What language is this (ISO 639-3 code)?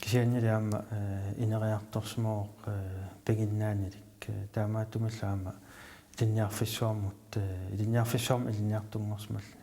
kal